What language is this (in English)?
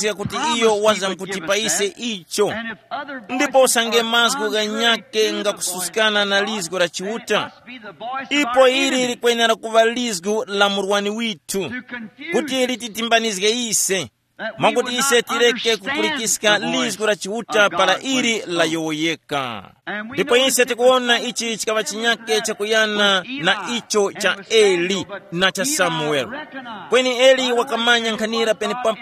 Tumbuka